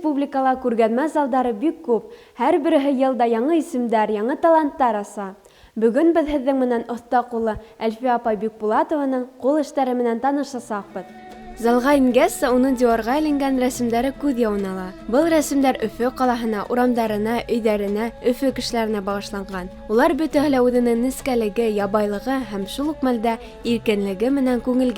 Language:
Bashkir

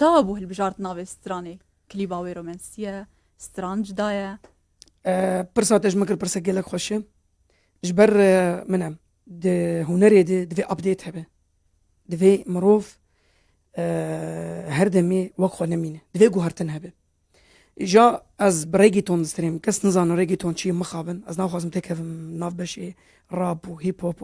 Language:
Kurdish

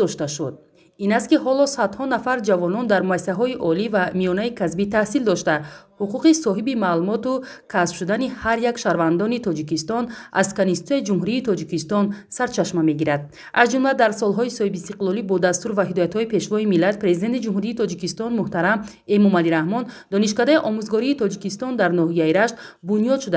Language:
Tajik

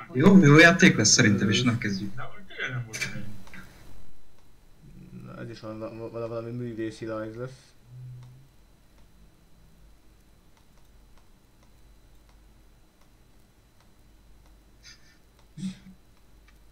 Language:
Hungarian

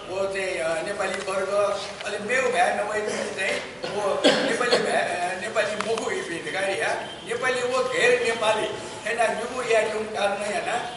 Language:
Newari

